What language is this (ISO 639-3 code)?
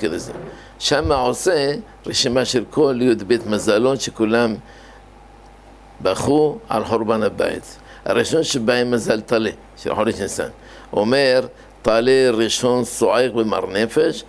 heb